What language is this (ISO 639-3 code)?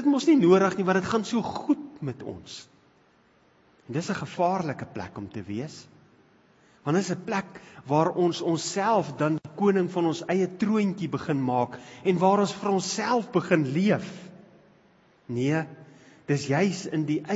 afr